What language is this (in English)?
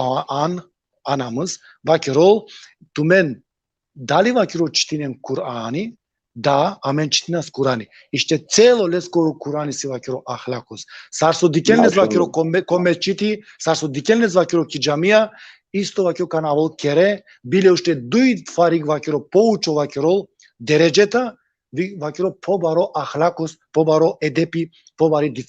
Balkan Romani